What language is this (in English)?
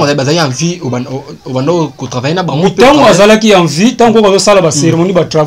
Lingala